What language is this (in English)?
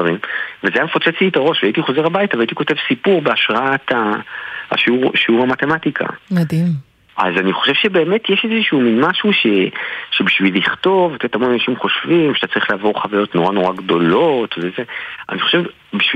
Hebrew